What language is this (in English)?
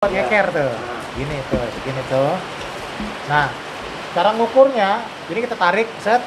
Betawi